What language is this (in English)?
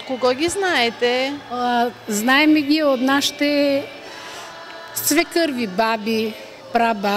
Bulgarian